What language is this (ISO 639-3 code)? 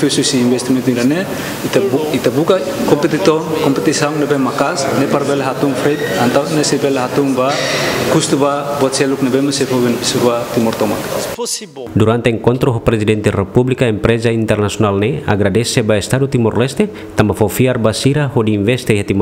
tet